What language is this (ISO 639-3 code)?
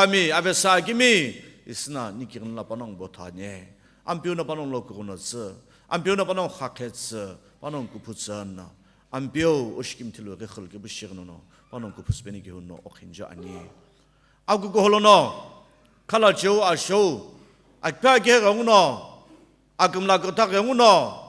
nsm